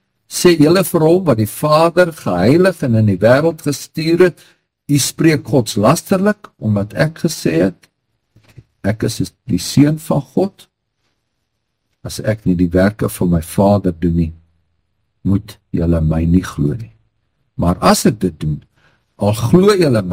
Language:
Afrikaans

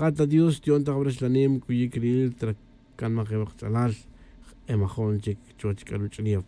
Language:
Tz'utujil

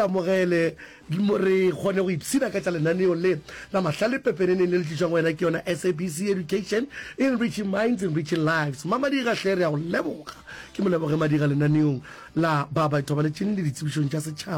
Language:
Northern Sotho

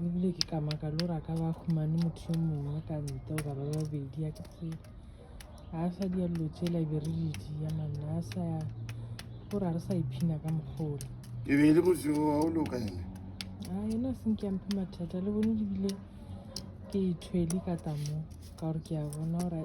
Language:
Northern Sotho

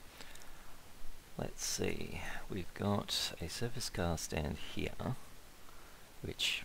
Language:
English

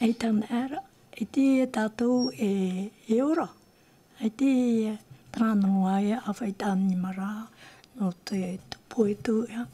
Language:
Tahitian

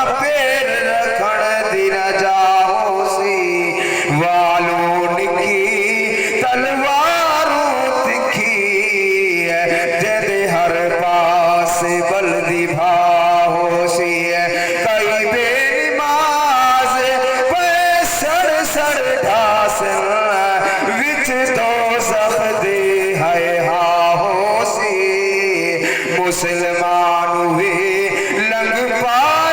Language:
Saraiki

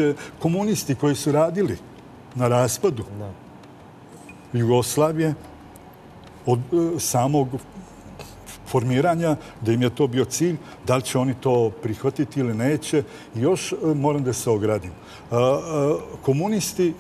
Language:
Serbian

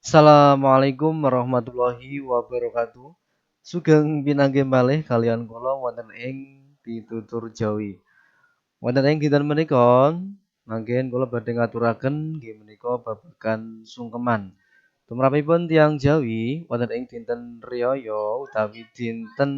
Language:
Javanese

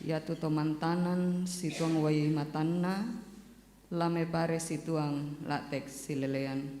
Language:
Toraja-Sa'dan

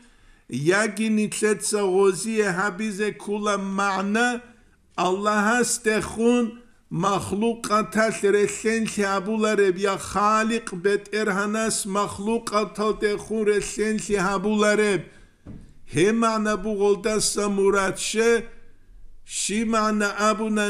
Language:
Avaric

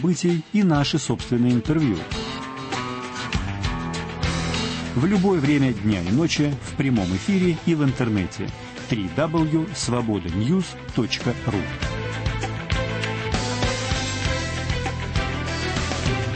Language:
Russian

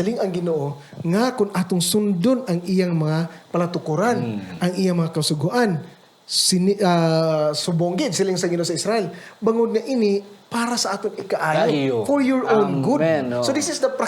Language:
Hiligaynon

